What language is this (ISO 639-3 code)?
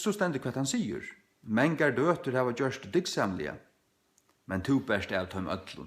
fao